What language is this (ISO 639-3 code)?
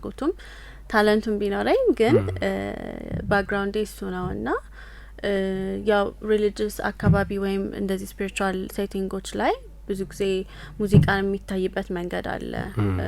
amh